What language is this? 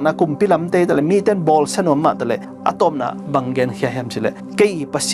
Tedim Chin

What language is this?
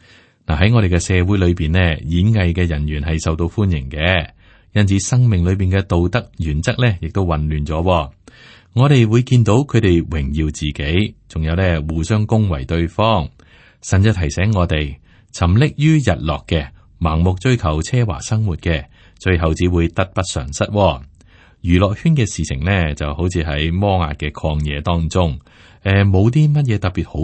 Cantonese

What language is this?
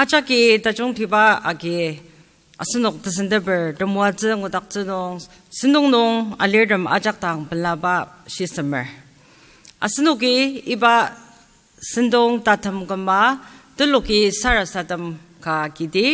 Ao Naga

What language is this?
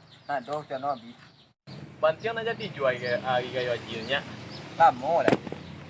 Minangkabau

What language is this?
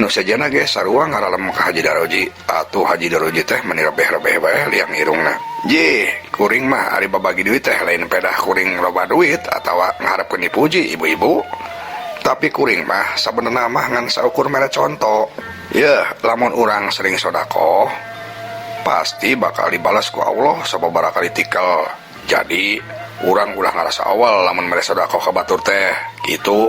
Sundanese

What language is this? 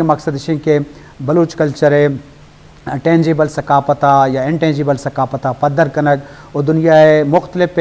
Eastern Balochi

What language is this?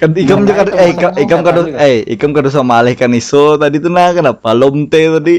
Banjar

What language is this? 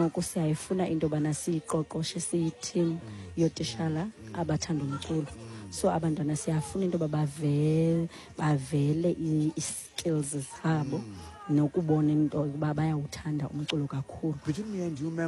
Xhosa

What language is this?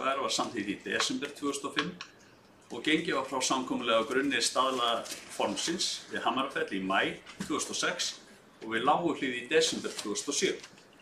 Icelandic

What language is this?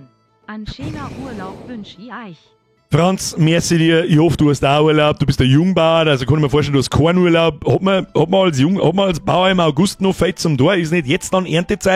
Bavarian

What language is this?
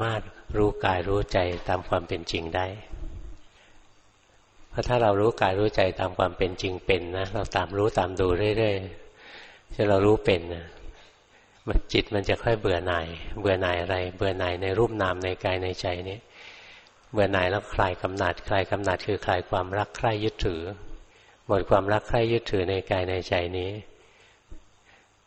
Thai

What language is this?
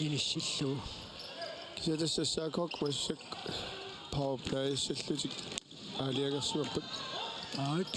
Kalaallisut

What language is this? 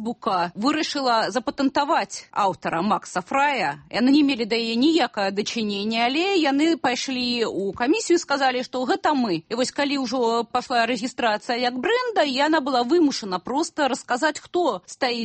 Belarusian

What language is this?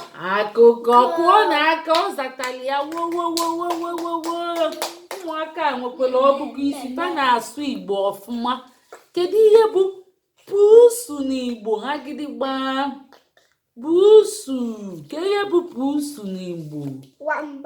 Igbo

